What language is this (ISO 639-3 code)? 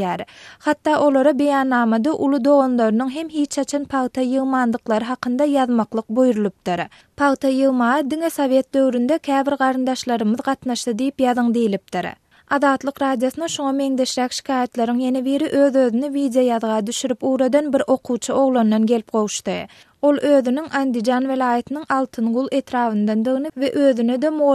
tuk